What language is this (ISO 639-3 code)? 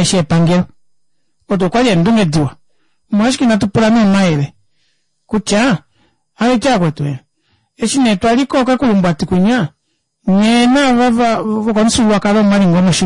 kua